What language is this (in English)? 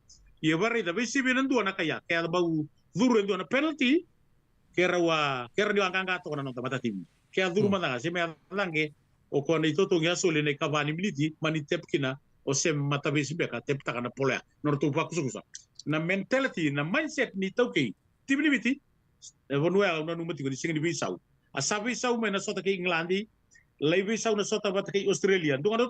Fijian